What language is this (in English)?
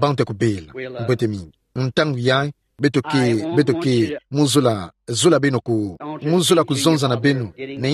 Kituba (Democratic Republic of Congo)